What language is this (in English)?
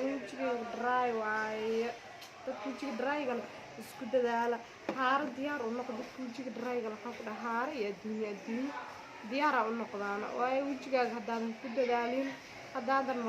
Somali